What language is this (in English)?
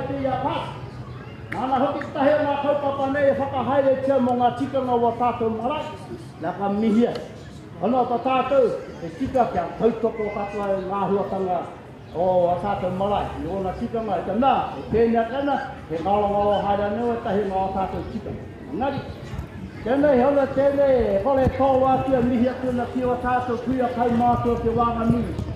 Māori